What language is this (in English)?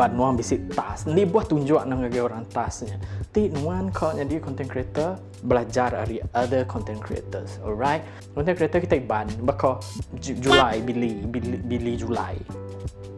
Iban